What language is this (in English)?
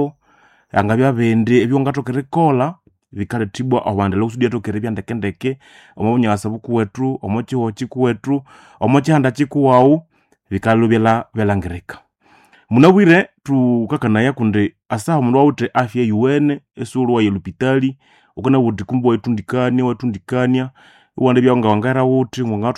Nande